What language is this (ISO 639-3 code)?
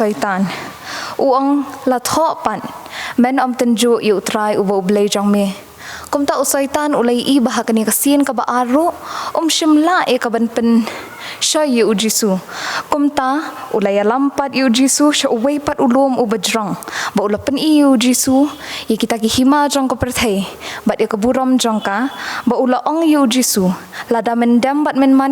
kha